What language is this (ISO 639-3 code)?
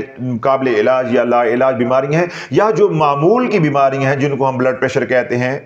urd